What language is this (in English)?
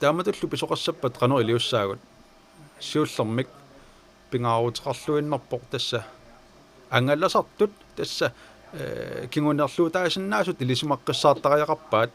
Kalaallisut